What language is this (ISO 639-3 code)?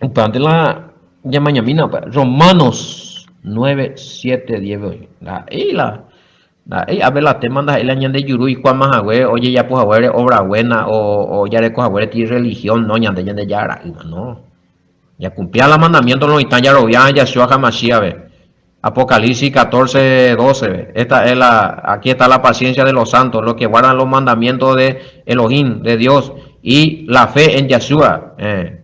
grn